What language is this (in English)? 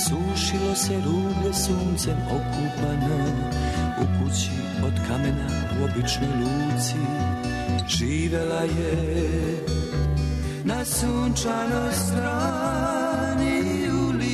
Serbian